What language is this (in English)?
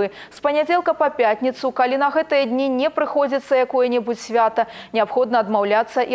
Belarusian